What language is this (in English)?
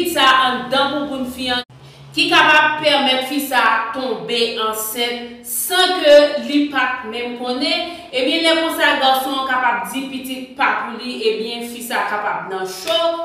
Haitian Creole